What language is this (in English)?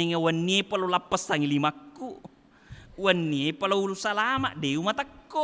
Buginese